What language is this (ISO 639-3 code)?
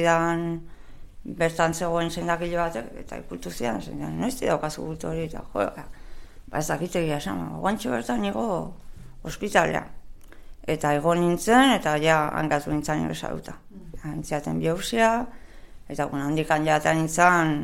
eus